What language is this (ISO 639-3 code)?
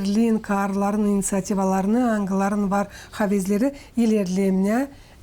gag